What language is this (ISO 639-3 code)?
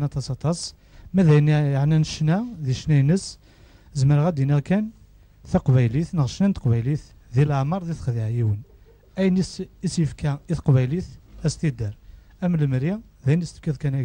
kab